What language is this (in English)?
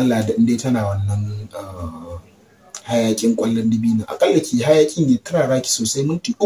Hausa